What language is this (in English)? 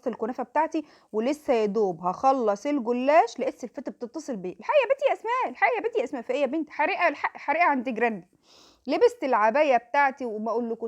Egyptian Arabic